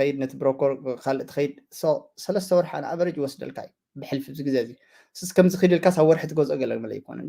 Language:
Tigrinya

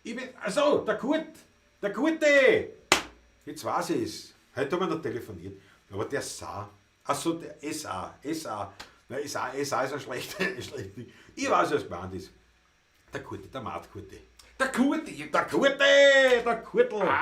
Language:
Bavarian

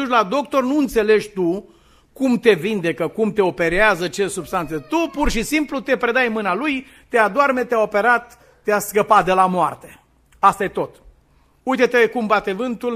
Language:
Romanian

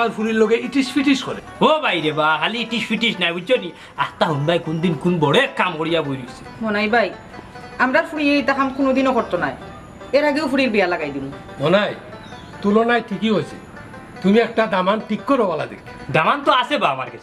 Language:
Sylheti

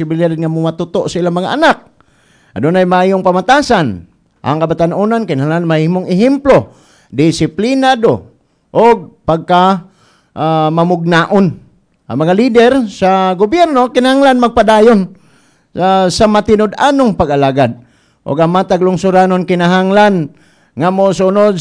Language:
Cebuano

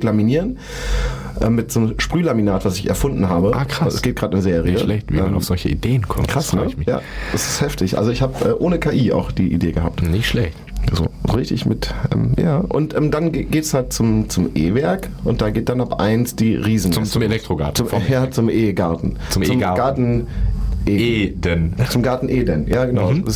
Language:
German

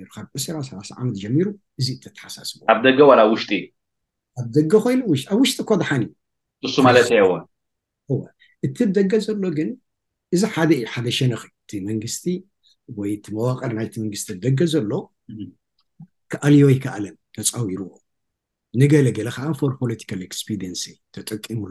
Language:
Tigrinya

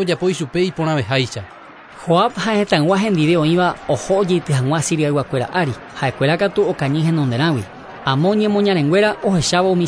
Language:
Guarani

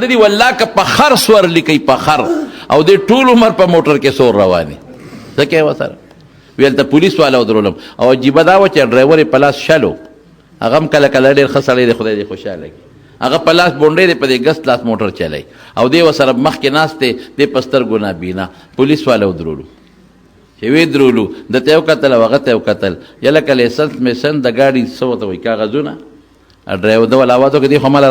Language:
Pashto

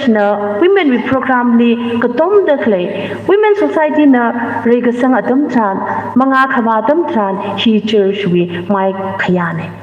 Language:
Tangkhul Naga (India)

